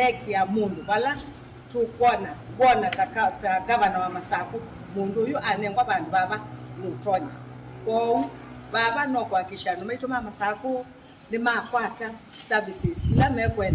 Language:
Kamba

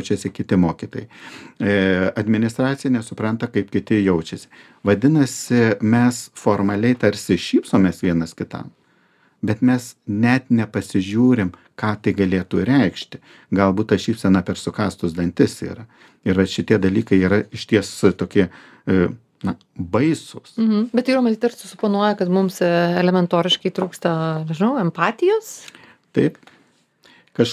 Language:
Lithuanian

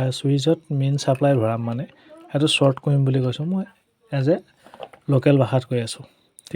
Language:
Assamese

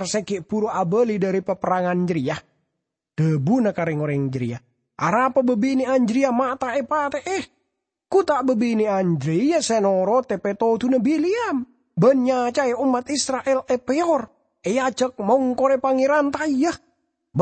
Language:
Madurese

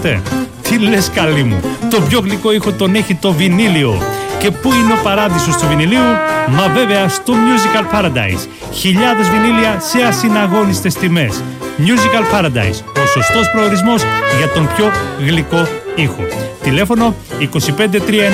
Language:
Greek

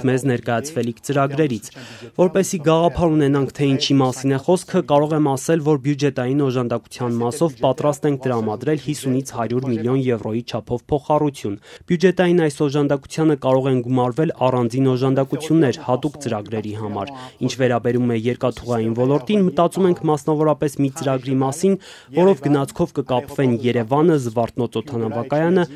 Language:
Armenian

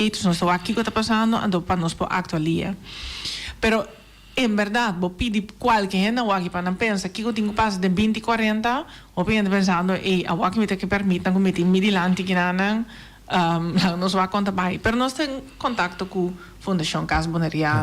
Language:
Papiamento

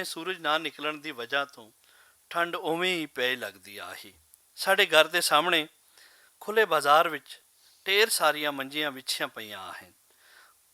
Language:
Western Panjabi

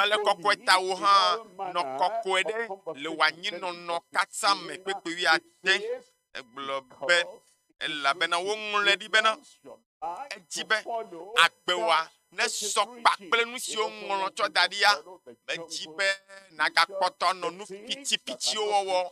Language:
Ewe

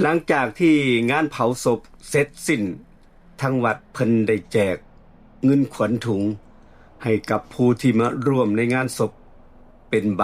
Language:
Northeastern Thai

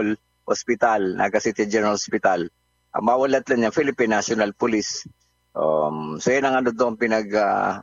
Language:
Bikol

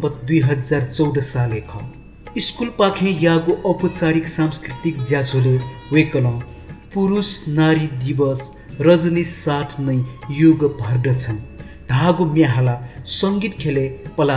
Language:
Newari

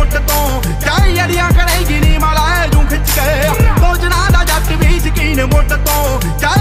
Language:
Punjabi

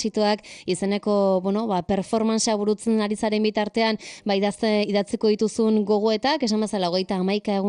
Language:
Basque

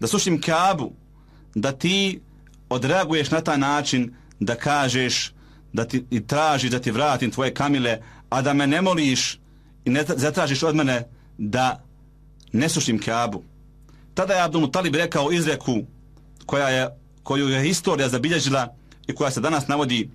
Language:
Bosnian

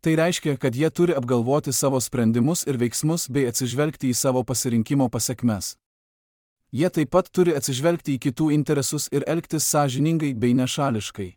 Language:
Lithuanian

